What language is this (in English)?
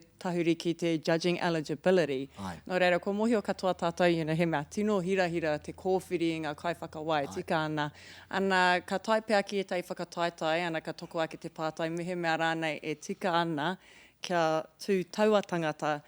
Māori